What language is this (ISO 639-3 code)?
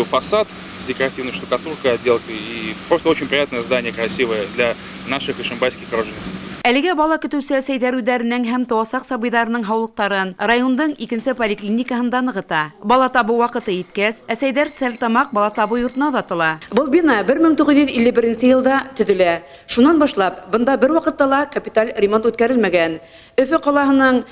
bak